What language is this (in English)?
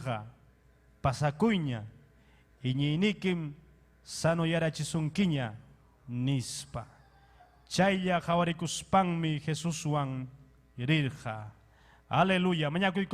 Ayacucho Quechua